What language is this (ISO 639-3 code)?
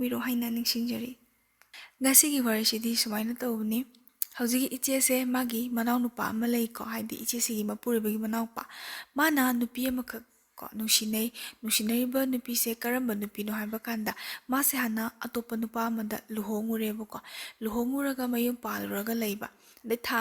mni